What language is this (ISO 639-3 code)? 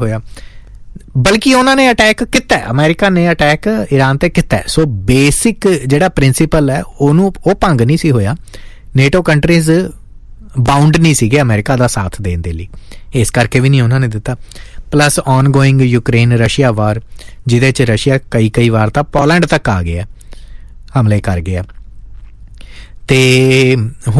pan